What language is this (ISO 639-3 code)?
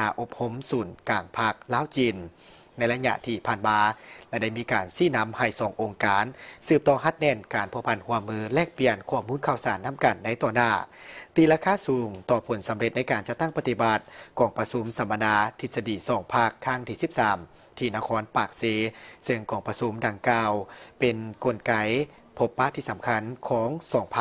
lao